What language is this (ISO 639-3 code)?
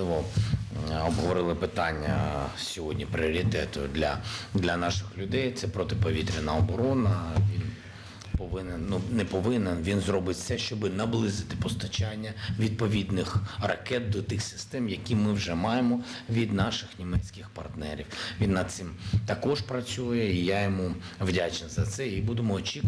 ukr